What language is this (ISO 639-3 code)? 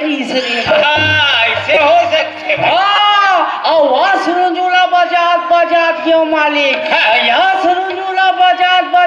hne